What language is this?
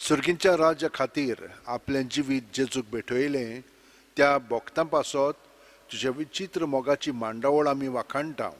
Konkani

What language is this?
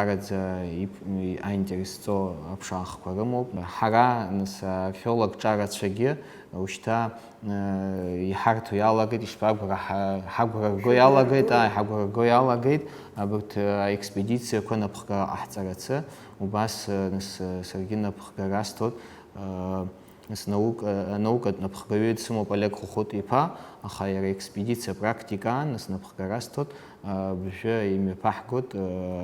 Abkhazian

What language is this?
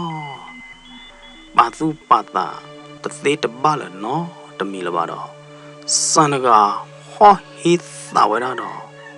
S'gaw Karen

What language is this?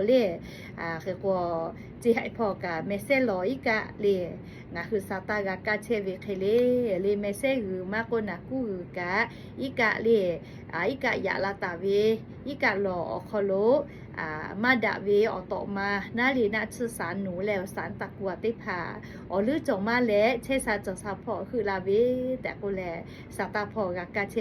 Lahu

